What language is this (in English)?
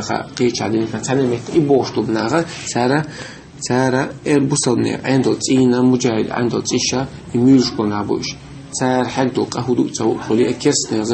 Chechen